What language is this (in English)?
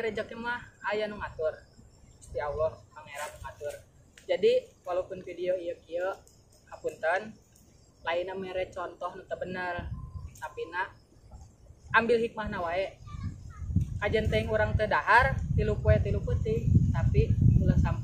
Sundanese